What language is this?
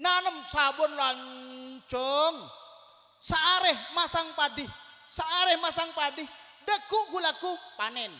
Madurese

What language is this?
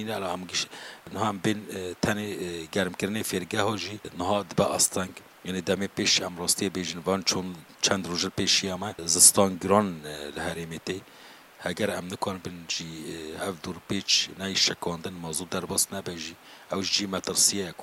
Kurdish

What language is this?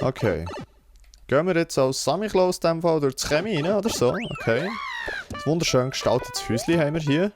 Swiss German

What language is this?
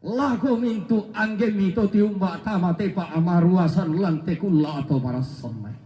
Toraja-Sa'dan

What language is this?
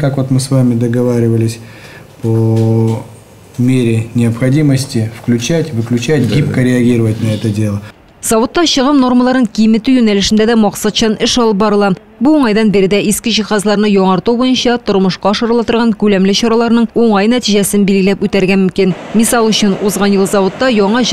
Tatar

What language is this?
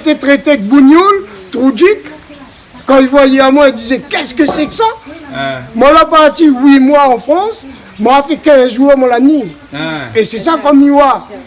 Réunion Creole French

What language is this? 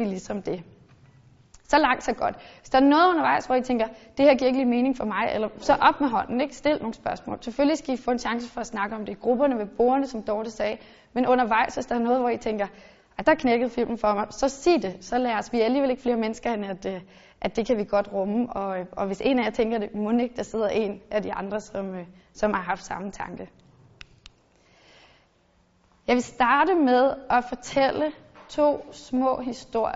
Danish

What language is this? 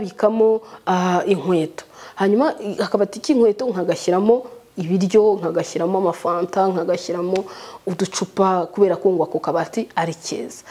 Kinyarwanda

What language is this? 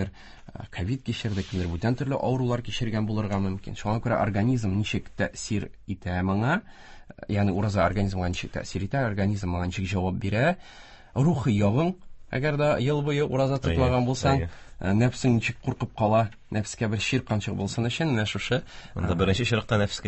Tatar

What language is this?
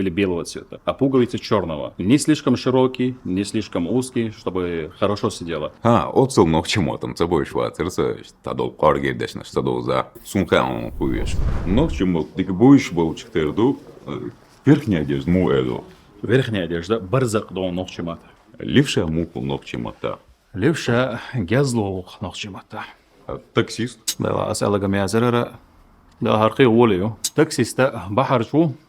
Chechen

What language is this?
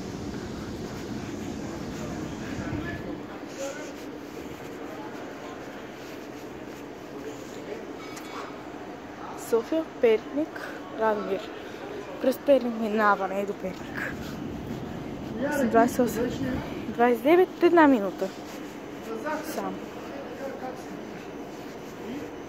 Bulgarian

